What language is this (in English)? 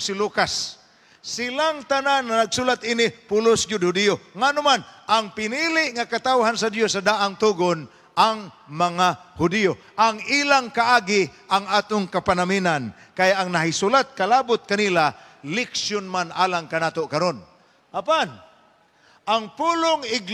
Cebuano